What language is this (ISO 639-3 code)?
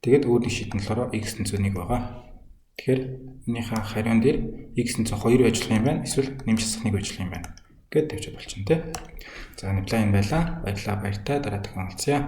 mon